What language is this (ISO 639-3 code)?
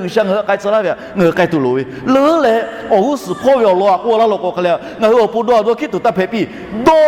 lhu